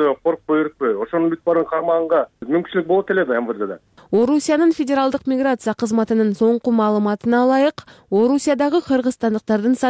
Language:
Kyrgyz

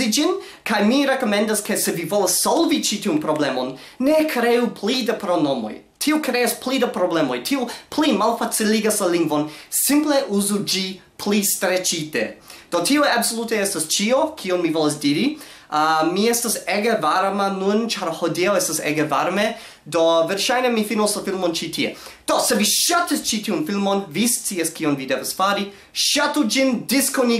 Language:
Esperanto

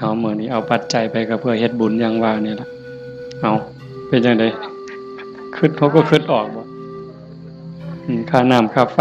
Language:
Northeastern Thai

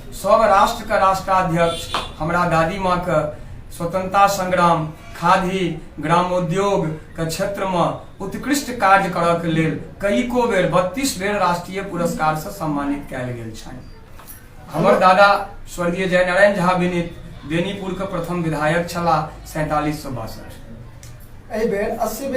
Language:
Maithili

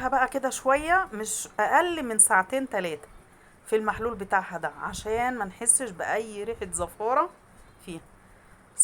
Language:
Egyptian Arabic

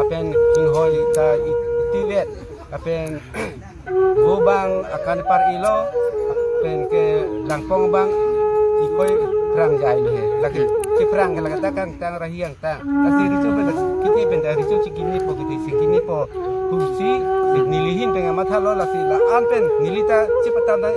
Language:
Karbi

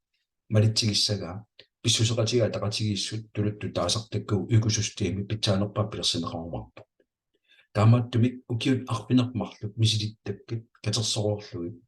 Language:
Kalaallisut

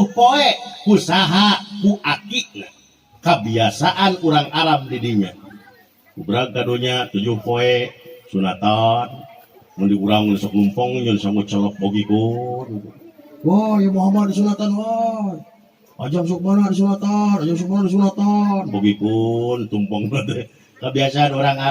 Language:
Sundanese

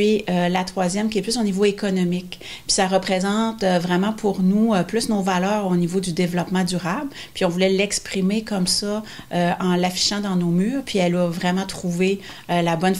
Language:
French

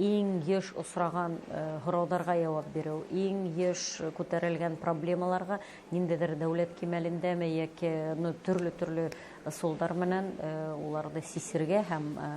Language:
Bashkir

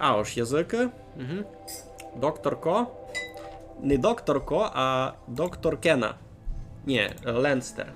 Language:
Rusyn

